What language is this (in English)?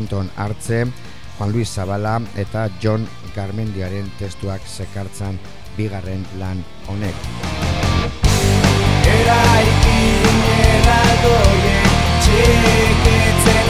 Basque